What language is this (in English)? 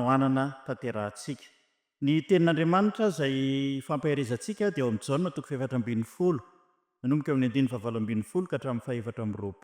Malagasy